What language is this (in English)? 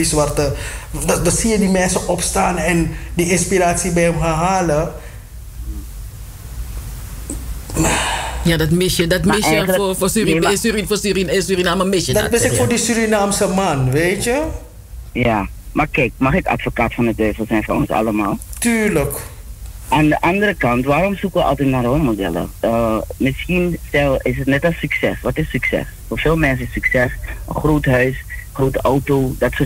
Dutch